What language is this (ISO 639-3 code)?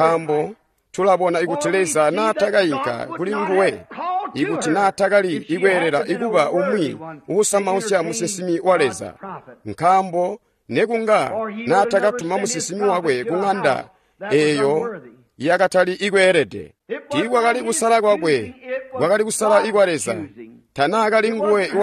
toi